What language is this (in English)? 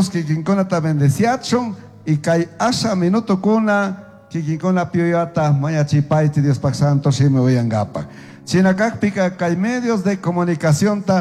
Chimborazo Highland Quichua